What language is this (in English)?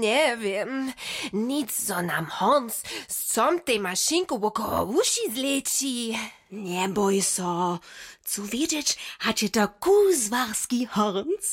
Upper Sorbian